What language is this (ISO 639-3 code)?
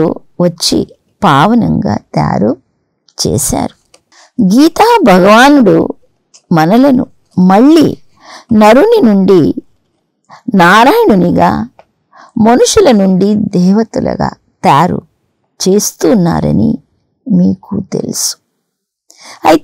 tel